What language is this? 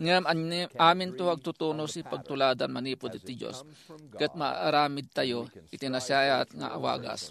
Iloko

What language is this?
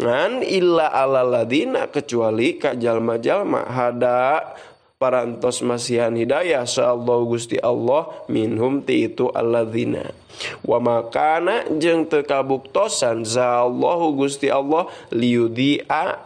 Sundanese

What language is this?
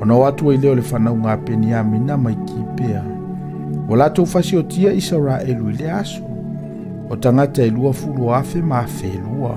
Samoan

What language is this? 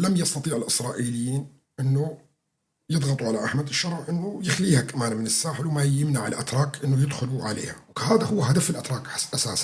North Levantine Arabic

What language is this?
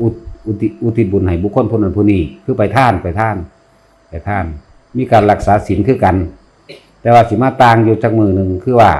Northeastern Thai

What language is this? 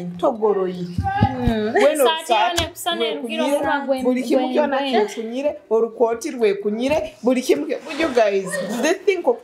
Tooro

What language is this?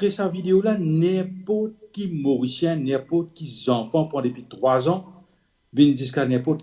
Morisyen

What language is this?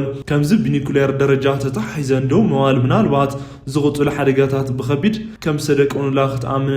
Tigrinya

